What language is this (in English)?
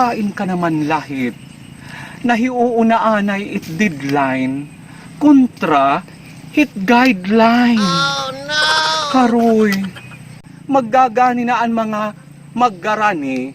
Waray